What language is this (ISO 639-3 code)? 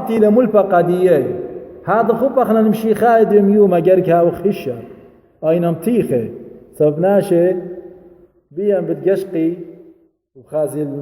aii